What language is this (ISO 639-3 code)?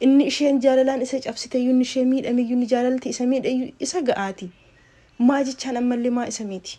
orm